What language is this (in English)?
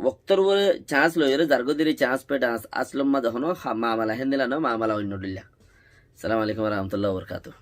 Rohingya